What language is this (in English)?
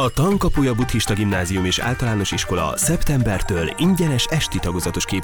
Hungarian